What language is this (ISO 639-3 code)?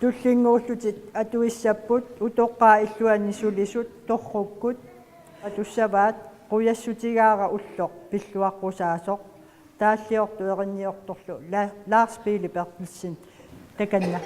kal